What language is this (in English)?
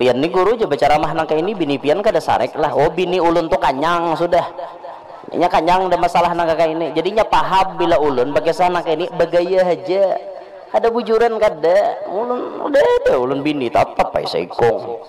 Banjar